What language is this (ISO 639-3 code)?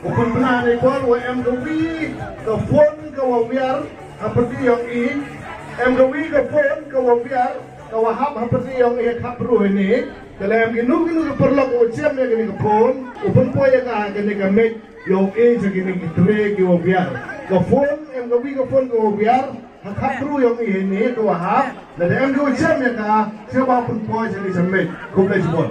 kha